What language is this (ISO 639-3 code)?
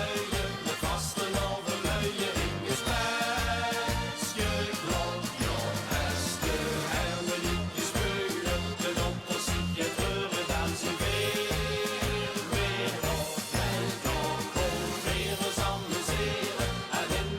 lim